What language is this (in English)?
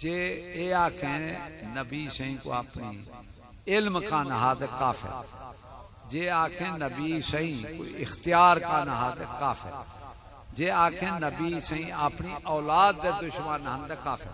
Saraiki